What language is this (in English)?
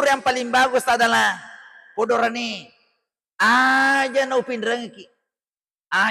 Buginese